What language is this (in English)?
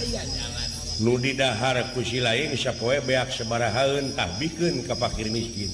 Sundanese